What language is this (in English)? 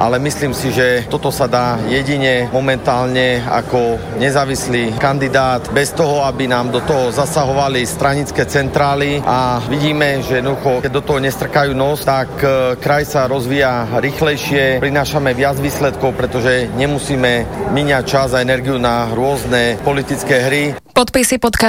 Slovak